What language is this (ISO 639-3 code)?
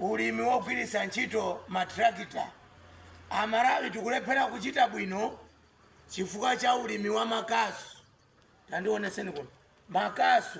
nya